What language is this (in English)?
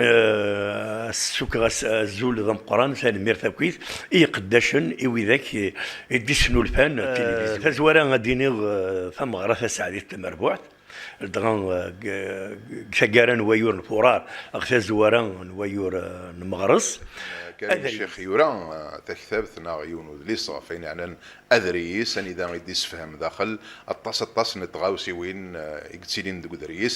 Kabyle